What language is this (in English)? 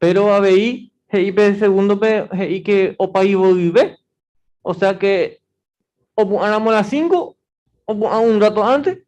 Guarani